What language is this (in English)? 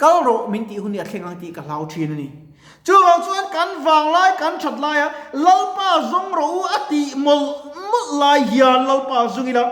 Mizo